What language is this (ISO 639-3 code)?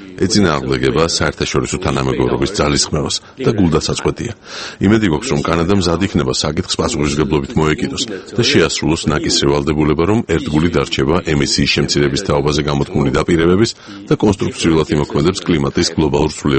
kat